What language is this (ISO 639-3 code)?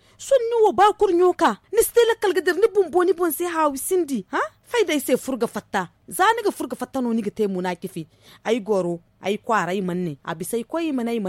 dje